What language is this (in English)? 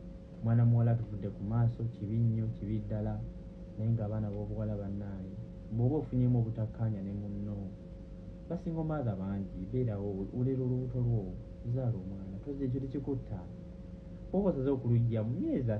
Ganda